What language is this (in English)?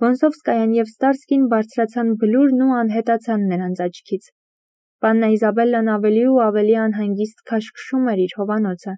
Armenian